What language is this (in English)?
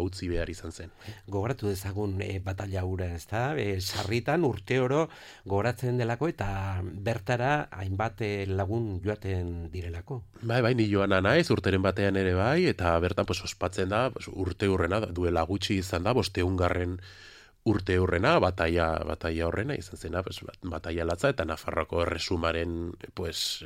Basque